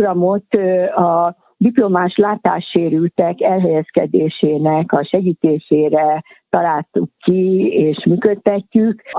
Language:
Hungarian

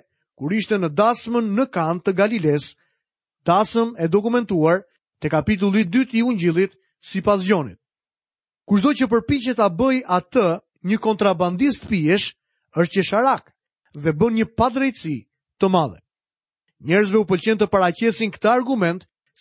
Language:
Albanian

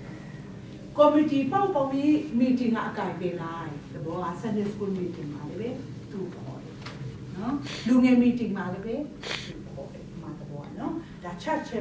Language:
Burmese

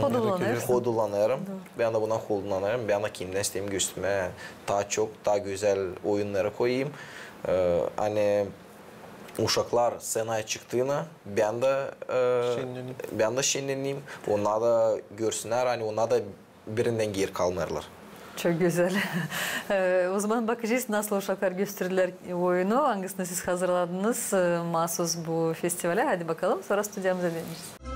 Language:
Gagauz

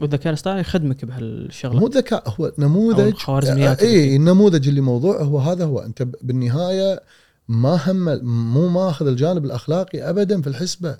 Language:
Gulf Arabic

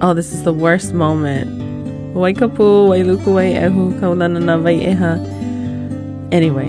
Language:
Hawaiian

